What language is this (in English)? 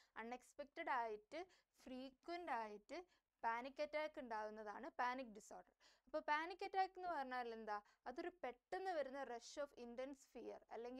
Malayalam